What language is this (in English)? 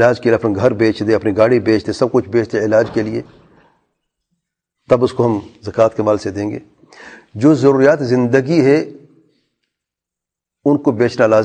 Urdu